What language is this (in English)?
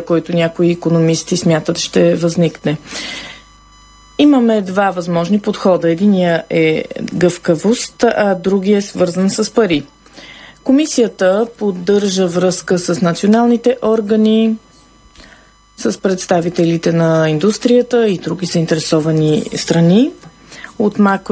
Bulgarian